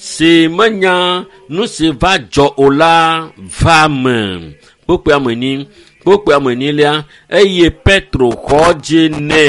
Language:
Ewe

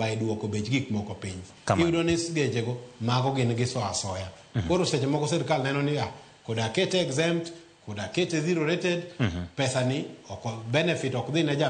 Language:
Luo (Kenya and Tanzania)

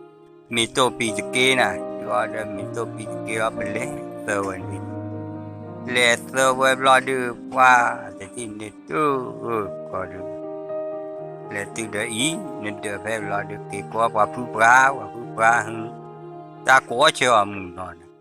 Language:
S'gaw Karen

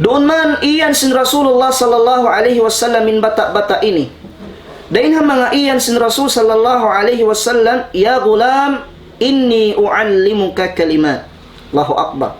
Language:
Tausug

